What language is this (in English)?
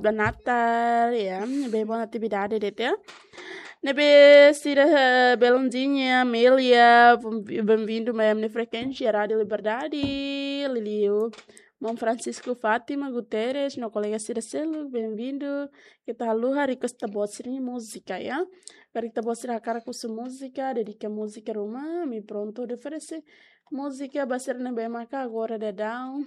Tetum